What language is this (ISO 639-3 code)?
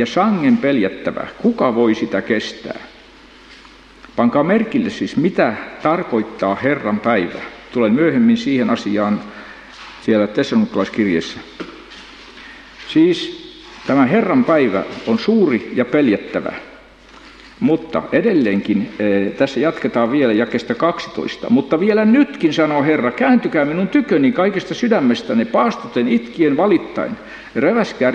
fin